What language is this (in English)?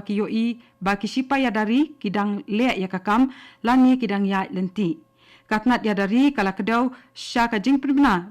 Khasi